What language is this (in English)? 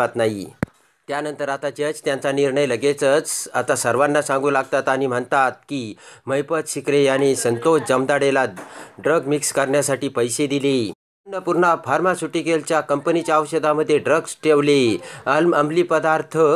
Marathi